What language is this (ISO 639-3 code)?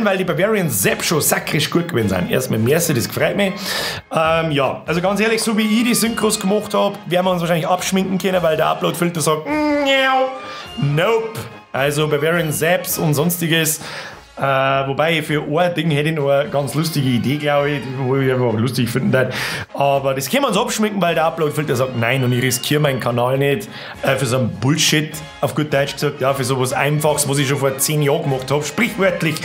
bar